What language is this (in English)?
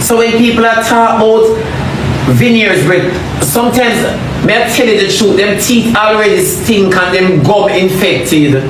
Jamaican Creole English